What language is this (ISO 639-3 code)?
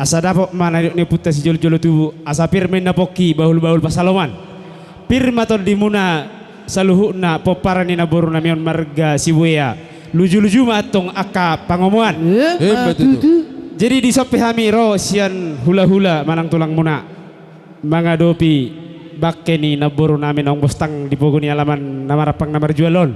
bbc